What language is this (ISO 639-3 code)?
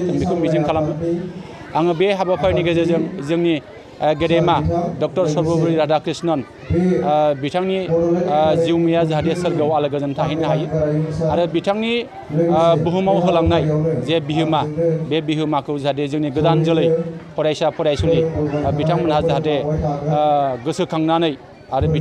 brx